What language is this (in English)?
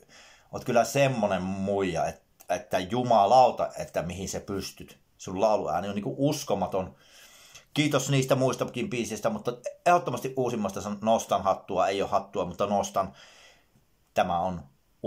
Finnish